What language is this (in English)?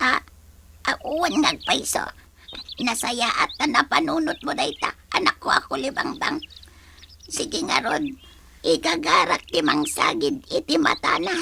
Iloko